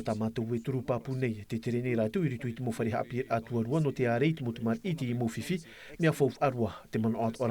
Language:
Tahitian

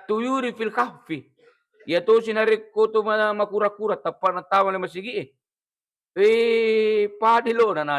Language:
Buginese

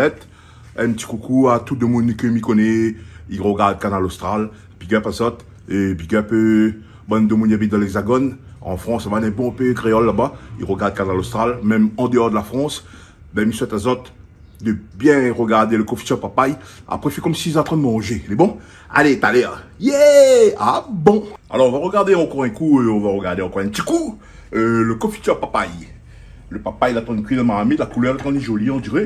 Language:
Réunion Creole French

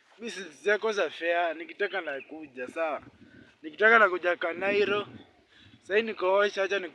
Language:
Swahili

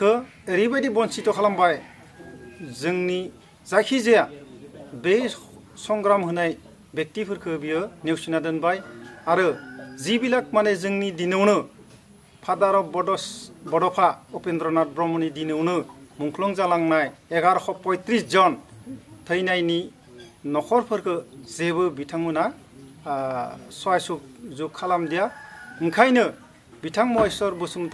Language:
Bodo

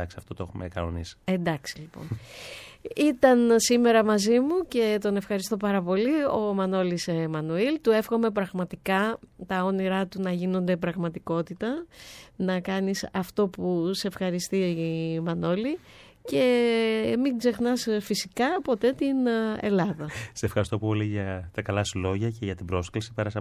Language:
Greek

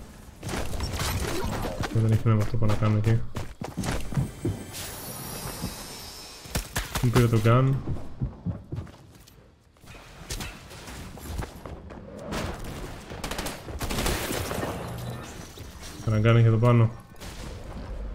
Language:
Greek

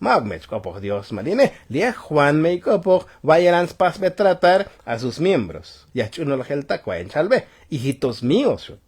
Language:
Tzotzil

